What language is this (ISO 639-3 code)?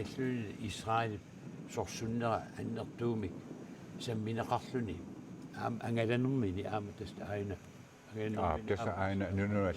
kal